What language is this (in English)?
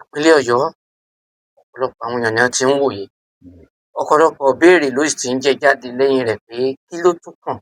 Yoruba